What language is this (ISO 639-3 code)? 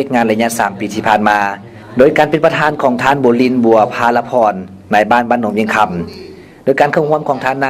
lao